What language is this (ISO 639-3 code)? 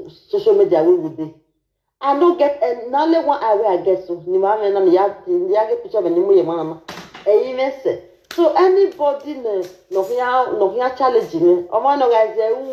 pcm